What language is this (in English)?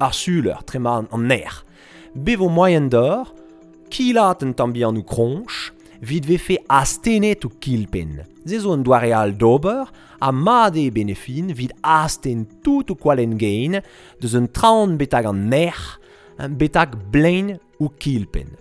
Breton